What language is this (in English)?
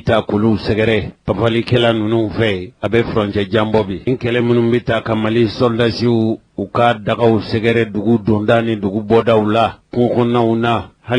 Bambara